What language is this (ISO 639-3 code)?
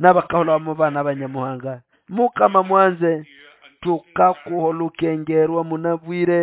nnb